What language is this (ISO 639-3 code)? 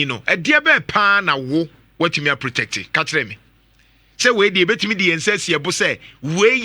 aka